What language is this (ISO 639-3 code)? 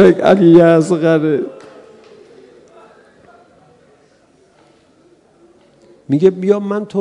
fas